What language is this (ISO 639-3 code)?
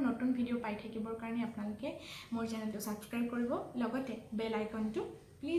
asm